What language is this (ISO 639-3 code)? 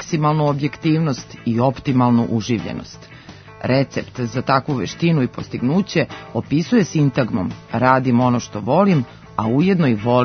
srp